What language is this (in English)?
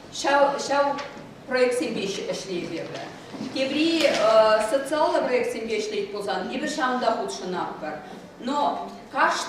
Chuvash